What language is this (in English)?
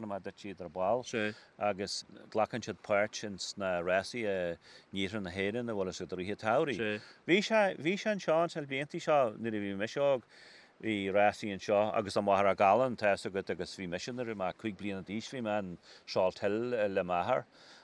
Irish